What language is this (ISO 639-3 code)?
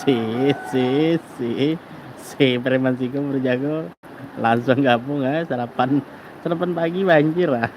min